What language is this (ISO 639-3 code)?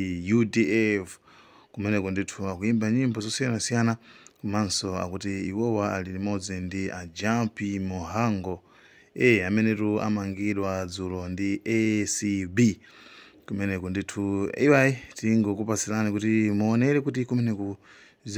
nya